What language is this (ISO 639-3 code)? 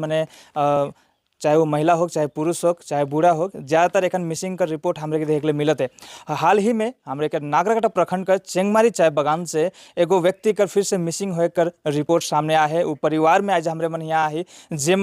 sck